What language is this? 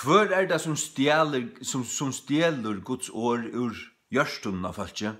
Faroese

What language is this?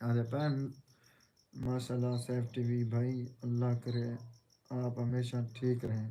Saraiki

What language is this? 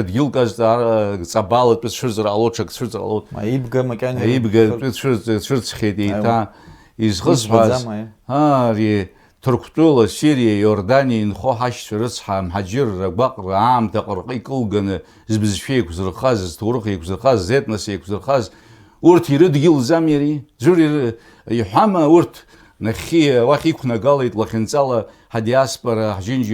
Abkhazian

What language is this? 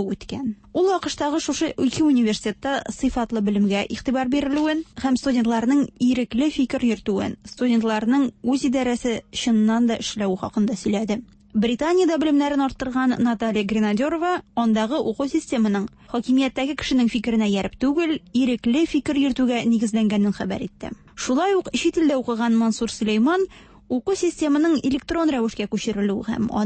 Tatar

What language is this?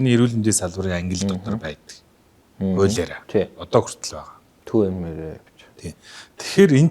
Mongolian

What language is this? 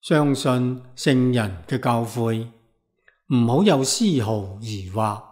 Cantonese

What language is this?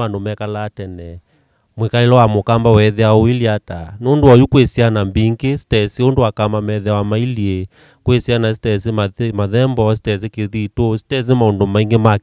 Kamba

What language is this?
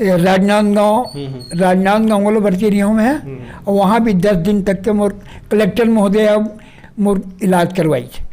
Chhattisgarhi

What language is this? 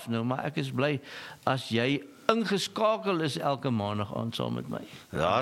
Afrikaans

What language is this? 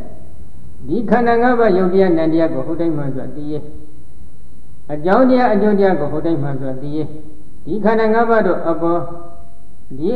Burmese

